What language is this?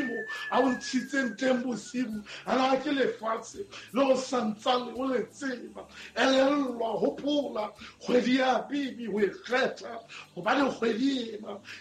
Southern Sotho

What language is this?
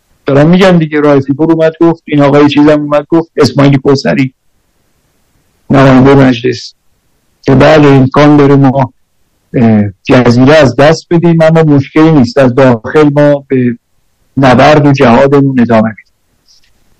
Persian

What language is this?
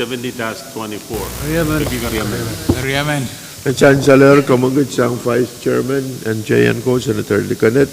Pohnpeian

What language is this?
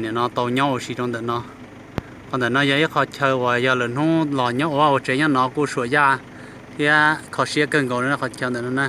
Hmong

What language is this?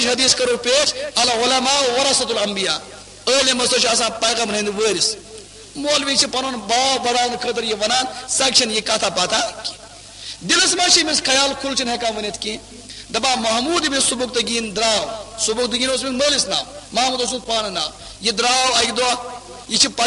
Kashmiri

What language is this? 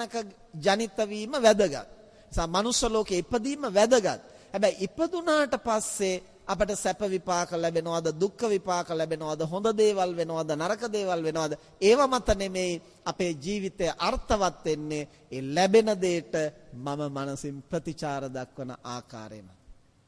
Sinhala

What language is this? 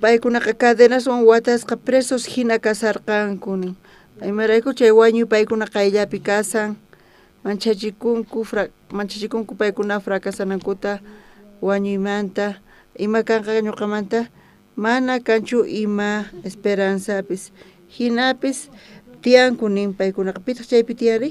South Bolivian Quechua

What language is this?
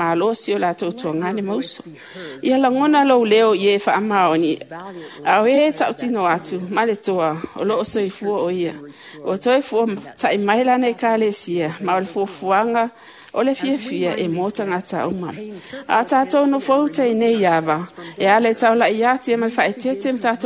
Samoan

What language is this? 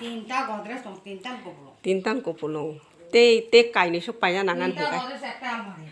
Kok Borok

